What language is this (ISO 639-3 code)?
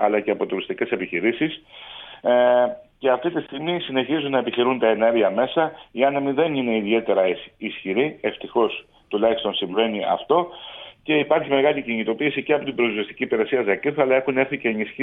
ell